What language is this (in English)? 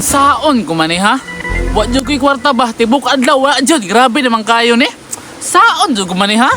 Cebuano